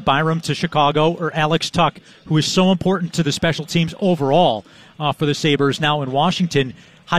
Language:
English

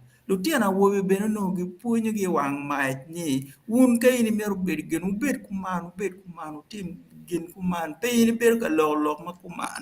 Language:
Acoli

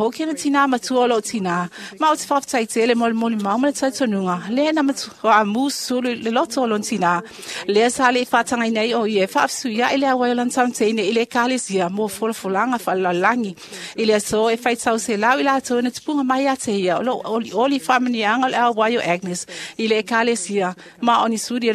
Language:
Samoan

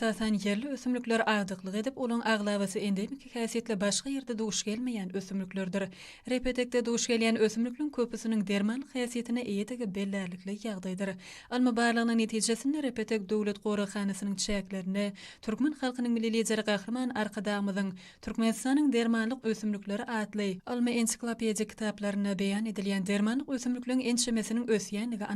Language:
Turkmen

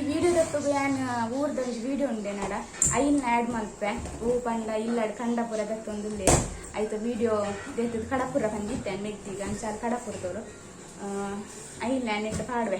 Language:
Tulu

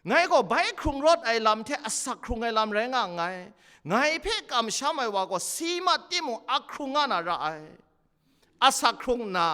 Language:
Kachin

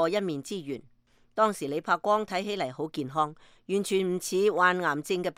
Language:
Cantonese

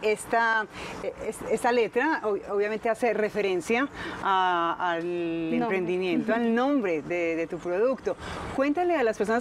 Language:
Spanish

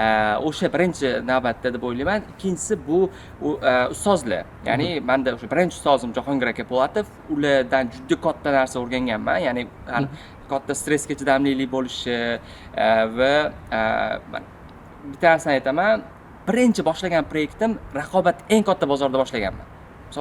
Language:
Uzbek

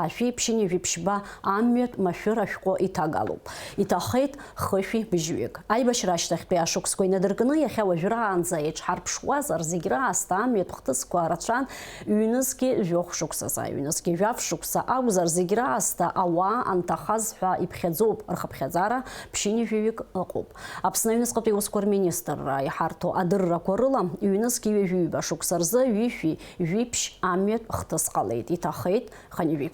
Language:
Abkhazian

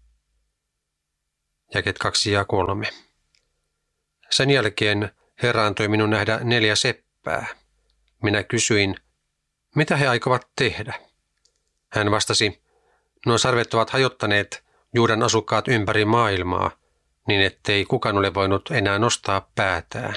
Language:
Finnish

